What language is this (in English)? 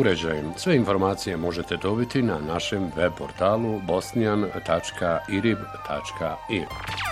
Bosnian